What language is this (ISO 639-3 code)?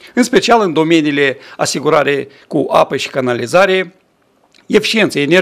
ron